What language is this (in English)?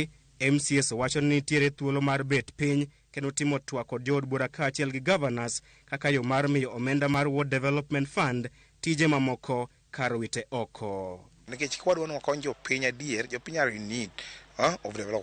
Luo (Kenya and Tanzania)